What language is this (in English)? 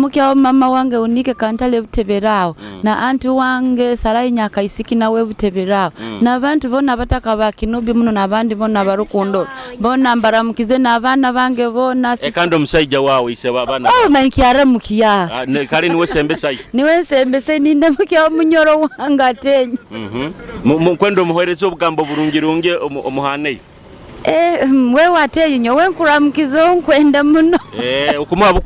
Nyoro